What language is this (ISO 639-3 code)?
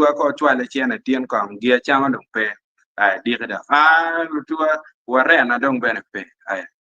ach